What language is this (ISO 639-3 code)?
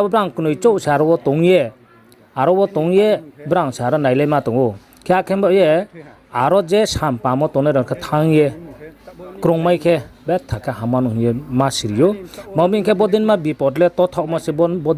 ria